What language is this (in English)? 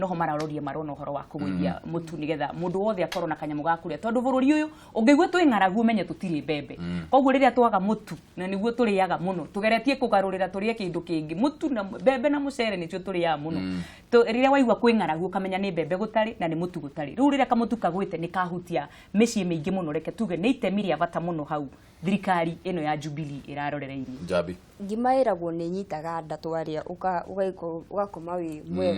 Kikuyu